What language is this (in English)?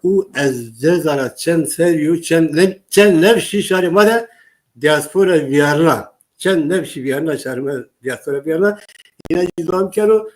Zaza